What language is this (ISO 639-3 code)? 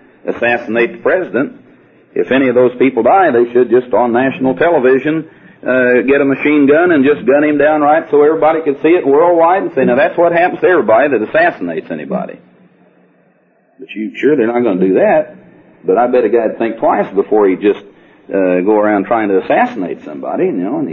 eng